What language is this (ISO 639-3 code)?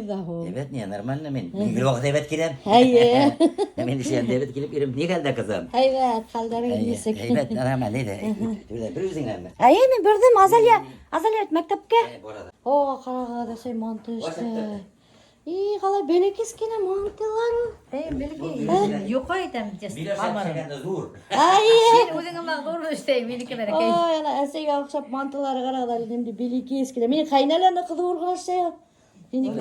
bak